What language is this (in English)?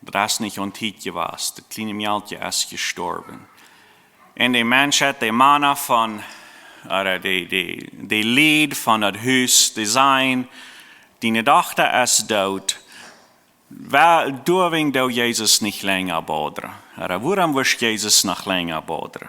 Plautdietsch